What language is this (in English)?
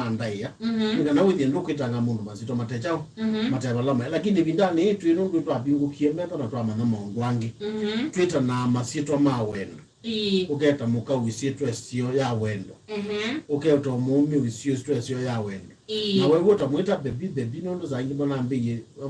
Kamba